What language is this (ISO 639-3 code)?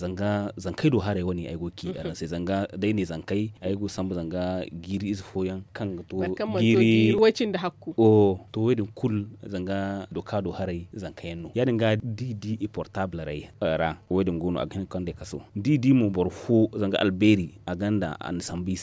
dje